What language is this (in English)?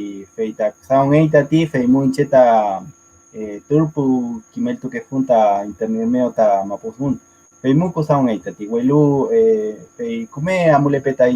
Mapuche